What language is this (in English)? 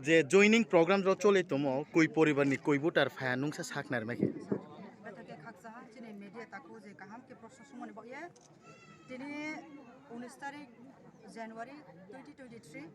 Kok Borok